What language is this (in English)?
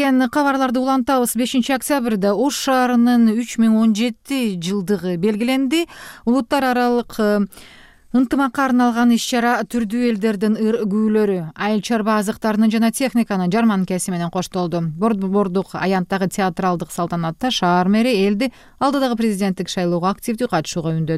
Kyrgyz